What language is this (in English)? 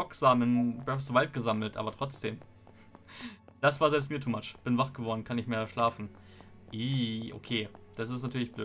German